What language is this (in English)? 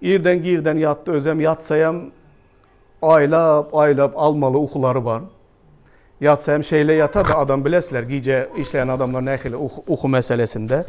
Turkmen